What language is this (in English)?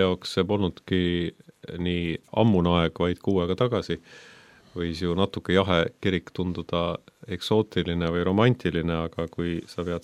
Estonian